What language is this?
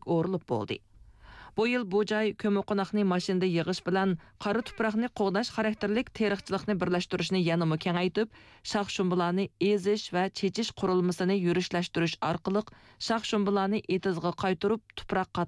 Uyghur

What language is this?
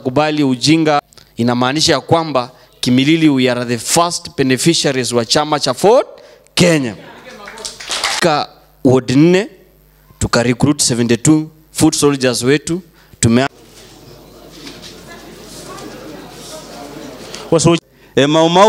Swahili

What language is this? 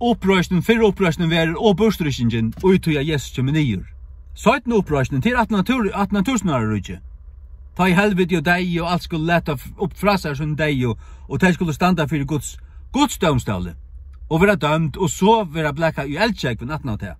Faroese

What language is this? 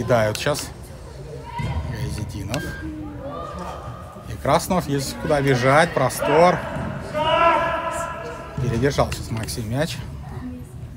Russian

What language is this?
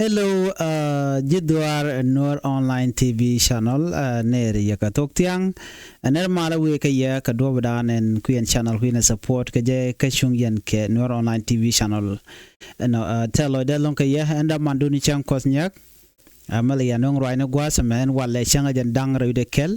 Nuer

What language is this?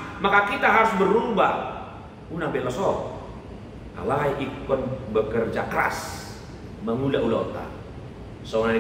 Batak Toba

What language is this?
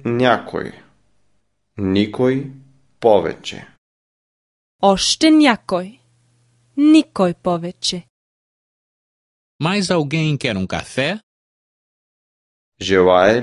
Bulgarian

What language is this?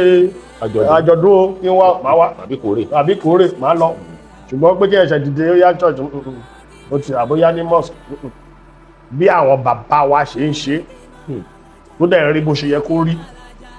Yoruba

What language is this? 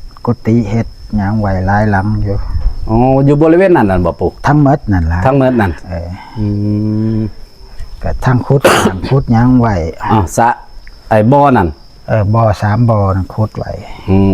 Northeastern Thai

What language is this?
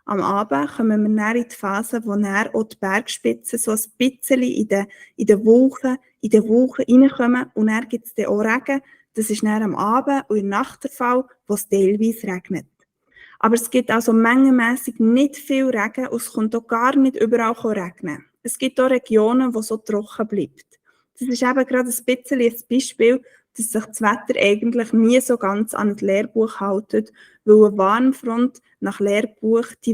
Swiss German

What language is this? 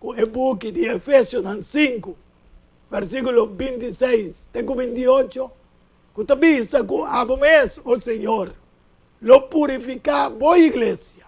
Papiamento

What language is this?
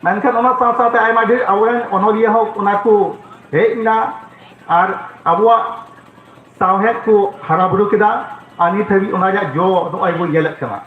Santali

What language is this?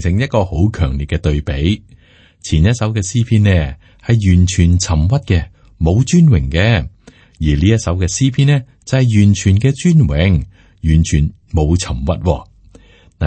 Cantonese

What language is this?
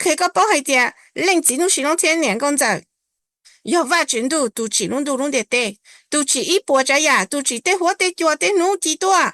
Hmong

